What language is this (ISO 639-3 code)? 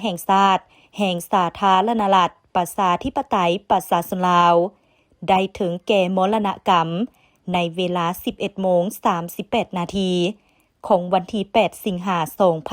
lao